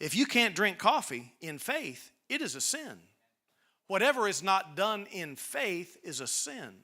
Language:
English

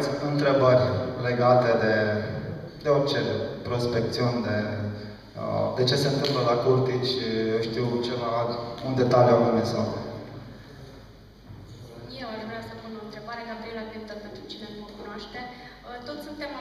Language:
Romanian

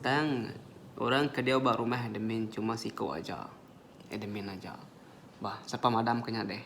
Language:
Iban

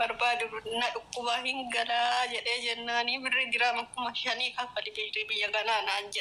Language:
Oromo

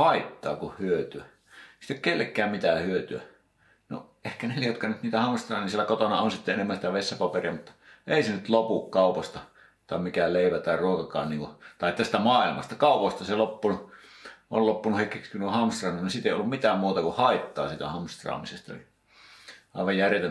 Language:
Finnish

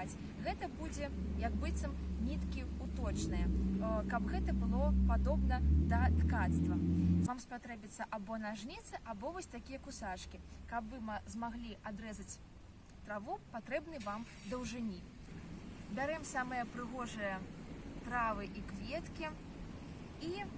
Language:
Belarusian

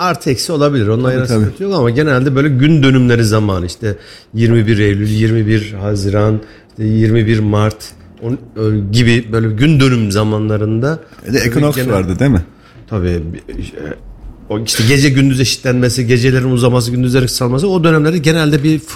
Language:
Turkish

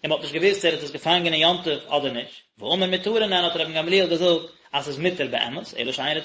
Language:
Yiddish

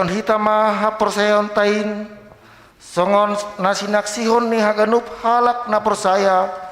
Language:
Batak Simalungun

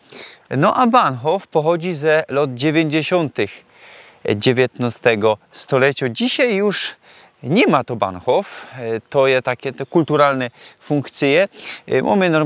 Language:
Silesian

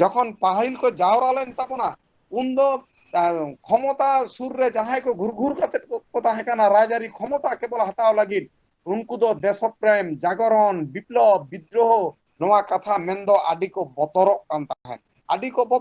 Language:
Santali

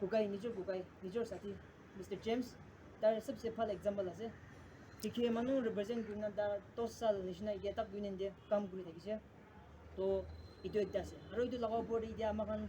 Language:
Naga Pidgin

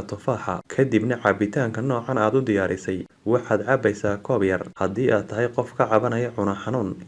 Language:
Somali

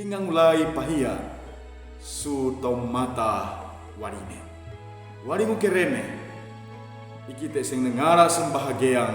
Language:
Sangir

